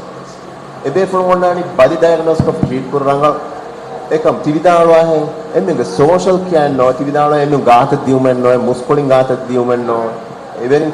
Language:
Divehi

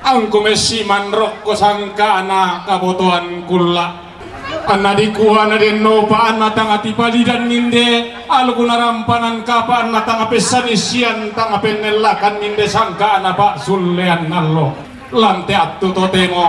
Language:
Toraja-Sa'dan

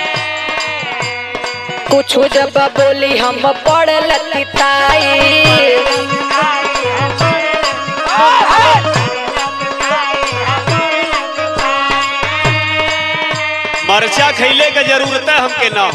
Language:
Bhojpuri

